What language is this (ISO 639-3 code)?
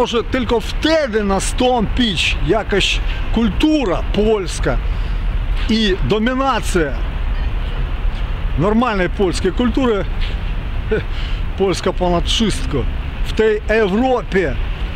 pol